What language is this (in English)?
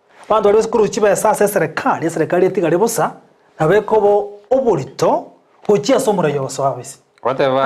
Gusii